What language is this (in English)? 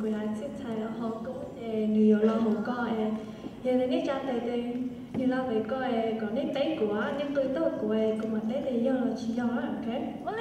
Hmong